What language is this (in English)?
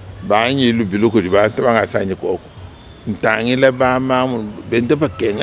Luba-Lulua